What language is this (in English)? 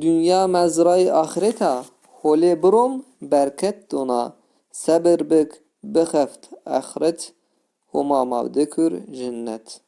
Zaza